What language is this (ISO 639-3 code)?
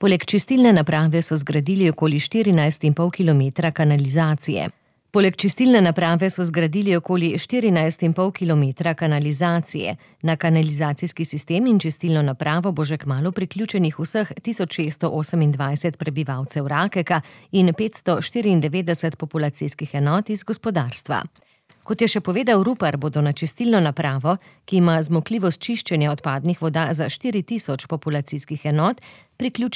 slv